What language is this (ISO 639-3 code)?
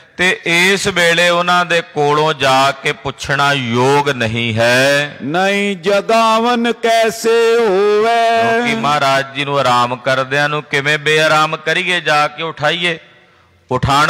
pan